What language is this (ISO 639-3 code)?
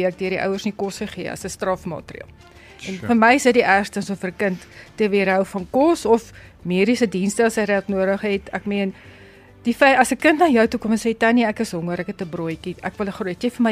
afr